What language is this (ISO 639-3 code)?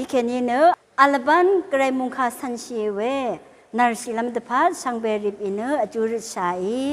raw